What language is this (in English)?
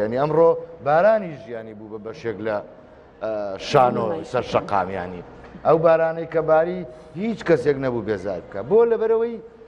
Central Kurdish